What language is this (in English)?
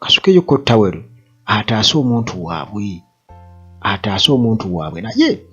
Ganda